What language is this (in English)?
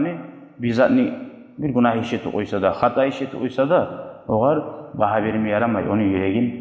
Kumyk